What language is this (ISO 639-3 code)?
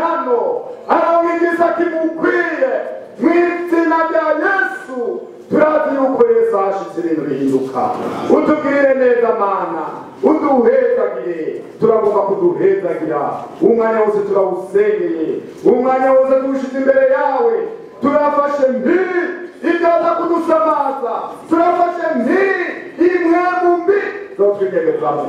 run